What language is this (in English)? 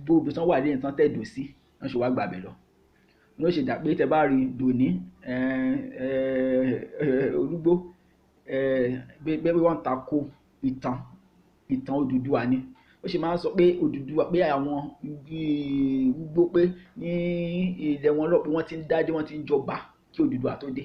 Yoruba